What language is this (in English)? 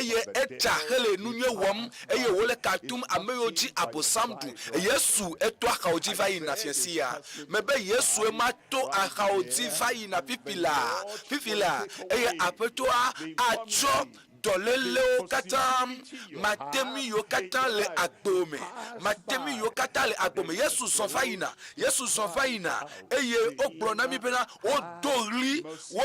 Ewe